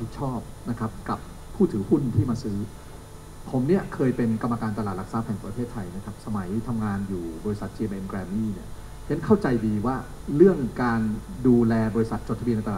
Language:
Thai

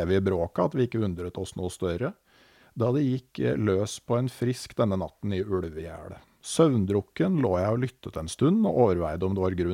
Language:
Norwegian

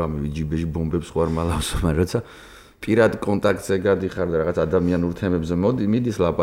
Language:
Georgian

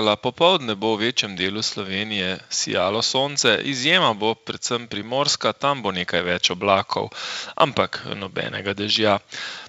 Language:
Slovenian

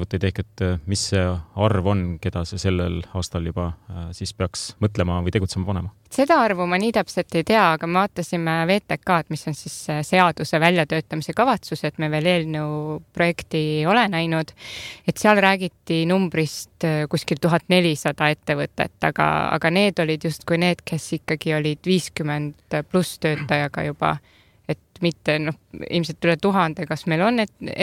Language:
Estonian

